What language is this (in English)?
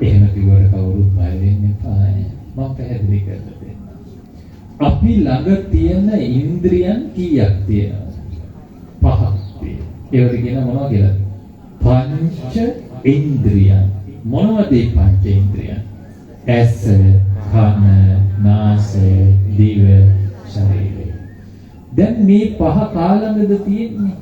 Sinhala